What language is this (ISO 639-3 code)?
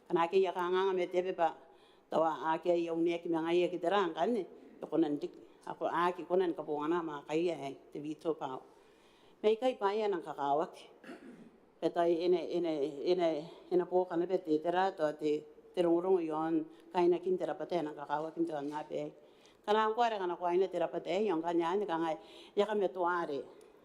gil